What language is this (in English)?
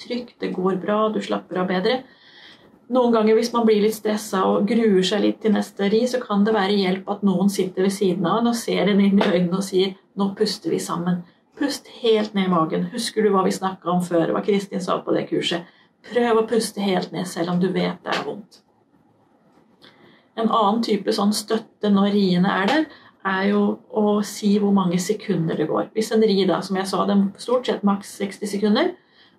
Norwegian